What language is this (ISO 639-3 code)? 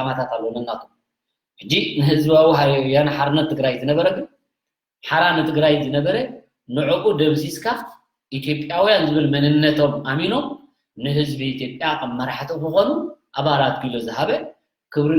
tir